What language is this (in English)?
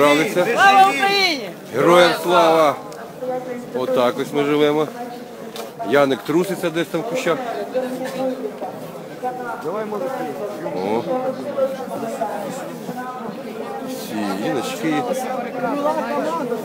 Ukrainian